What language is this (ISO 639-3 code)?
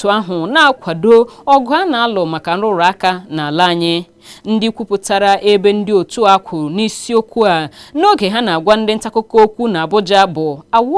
ibo